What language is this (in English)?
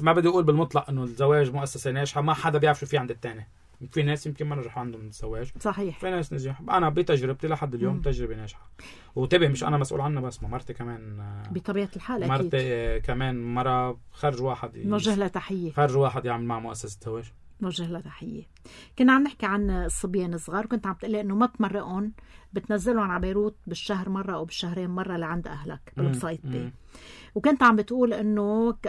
North Levantine Arabic